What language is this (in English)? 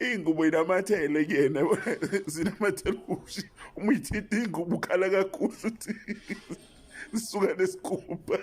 Zulu